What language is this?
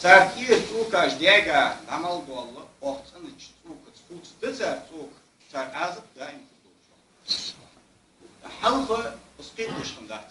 Ingush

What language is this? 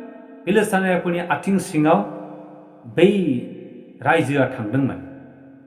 Bodo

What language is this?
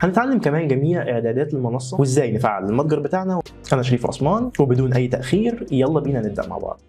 Egyptian Arabic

